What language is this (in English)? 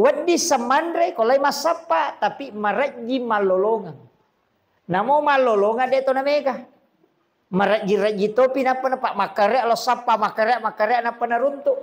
Buginese